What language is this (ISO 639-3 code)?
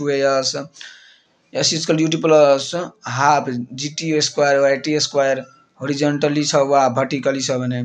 nep